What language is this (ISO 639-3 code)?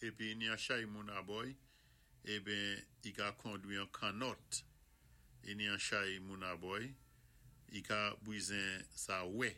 acf